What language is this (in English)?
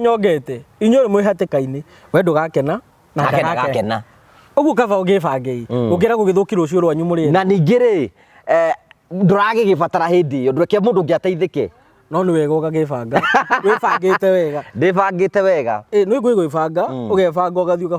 Kikuyu